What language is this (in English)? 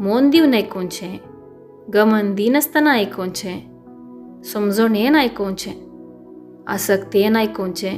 Konkani